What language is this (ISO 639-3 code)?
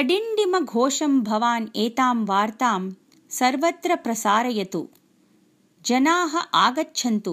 san